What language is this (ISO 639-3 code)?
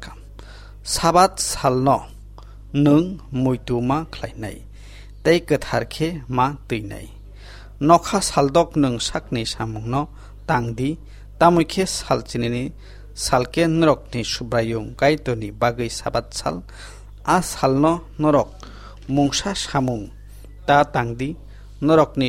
trp